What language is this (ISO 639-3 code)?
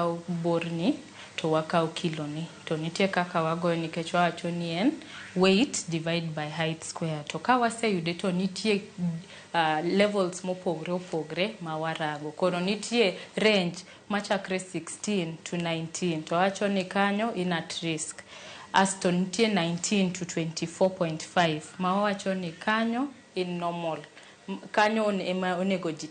luo